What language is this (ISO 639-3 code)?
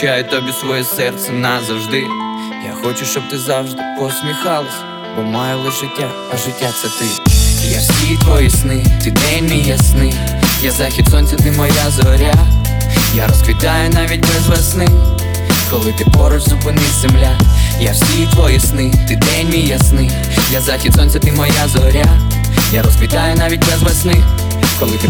ukr